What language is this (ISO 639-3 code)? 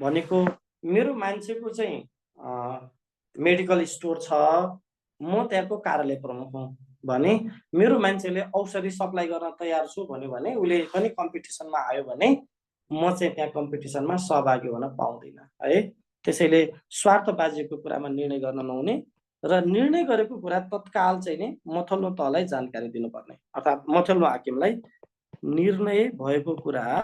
nep